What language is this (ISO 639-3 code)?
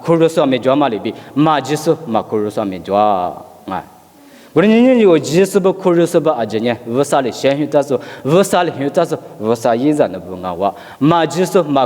lis